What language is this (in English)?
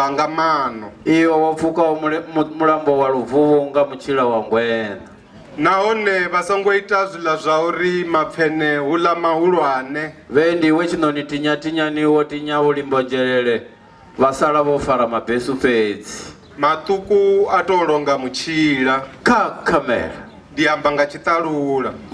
Venda